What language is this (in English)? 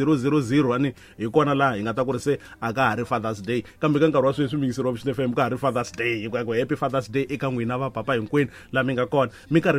Tsonga